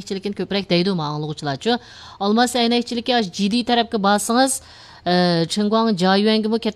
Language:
Uyghur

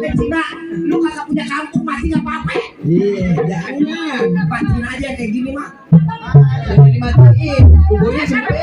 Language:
Betawi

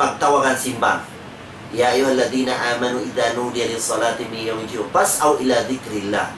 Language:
Tausug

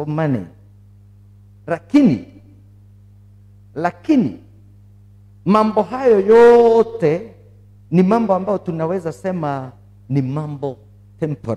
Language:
Swahili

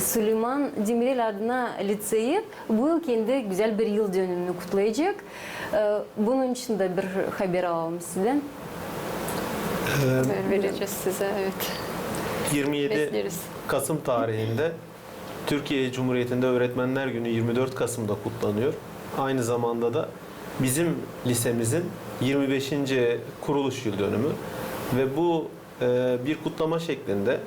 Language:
Gagauz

